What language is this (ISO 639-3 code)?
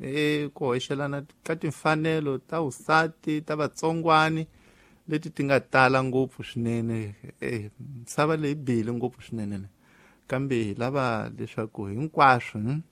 tso